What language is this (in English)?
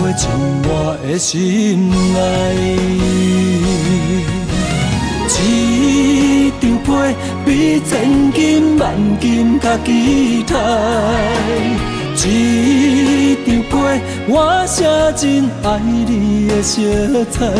Min Nan Chinese